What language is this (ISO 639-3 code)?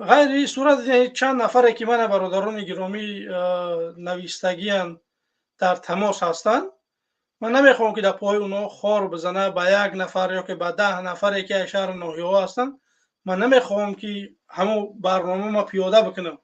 tgk